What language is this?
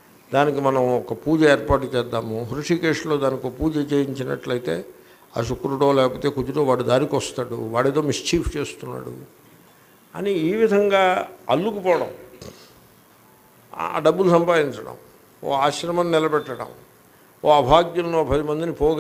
Telugu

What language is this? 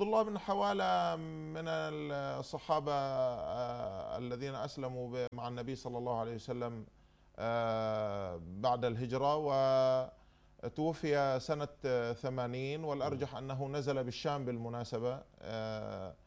Arabic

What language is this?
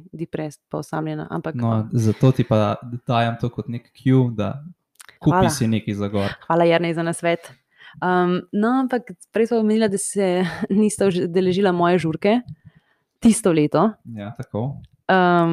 Slovenian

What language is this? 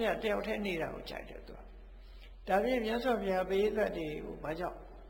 Burmese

